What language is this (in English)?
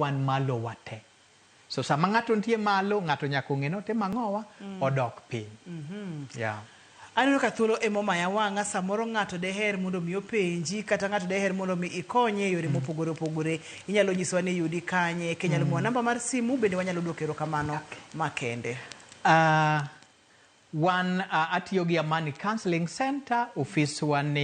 Luo (Kenya and Tanzania)